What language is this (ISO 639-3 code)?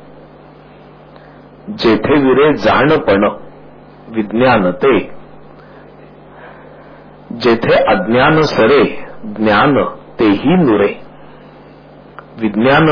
mar